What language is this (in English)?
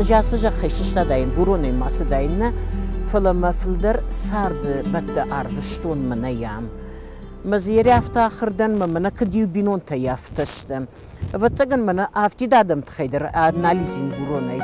Ossetic